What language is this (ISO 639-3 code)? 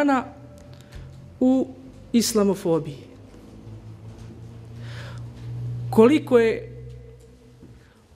bos